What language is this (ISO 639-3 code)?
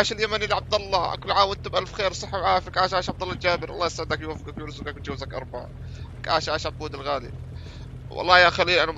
apc